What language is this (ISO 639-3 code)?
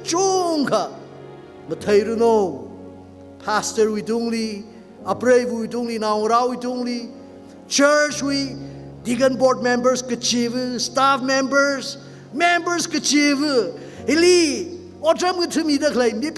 nmf